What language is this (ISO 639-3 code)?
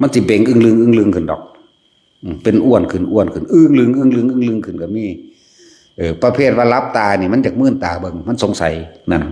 tts